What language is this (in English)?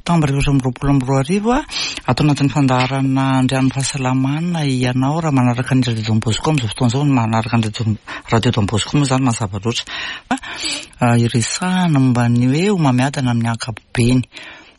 Malagasy